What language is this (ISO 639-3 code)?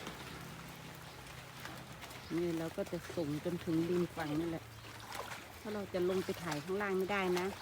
lao